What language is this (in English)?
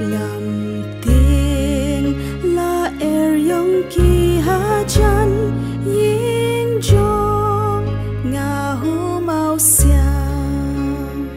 Khasi